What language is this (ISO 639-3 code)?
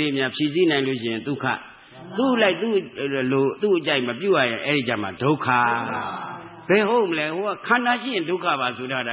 mya